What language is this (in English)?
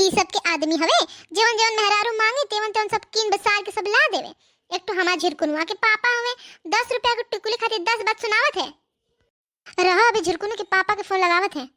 Bhojpuri